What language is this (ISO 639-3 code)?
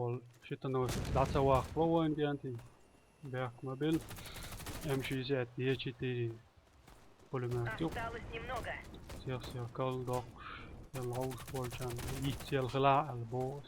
che